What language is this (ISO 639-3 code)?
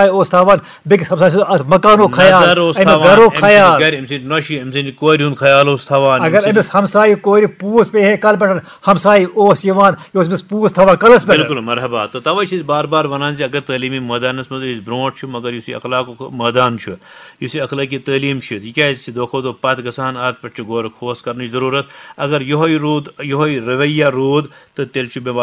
kas